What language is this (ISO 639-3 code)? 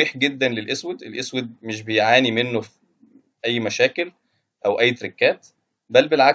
arz